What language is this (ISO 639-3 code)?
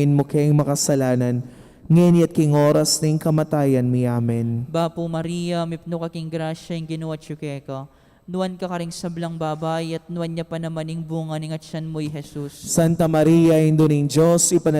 pam